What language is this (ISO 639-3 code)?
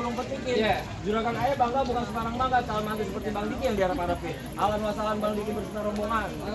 bew